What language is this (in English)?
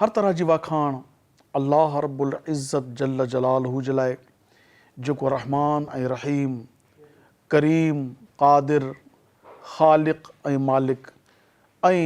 Sindhi